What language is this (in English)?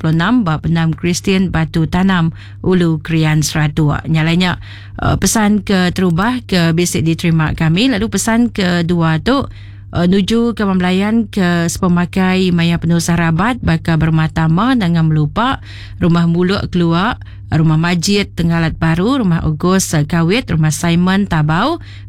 Iban